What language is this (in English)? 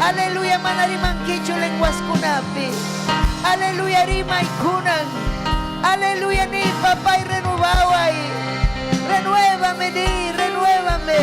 Ayacucho Quechua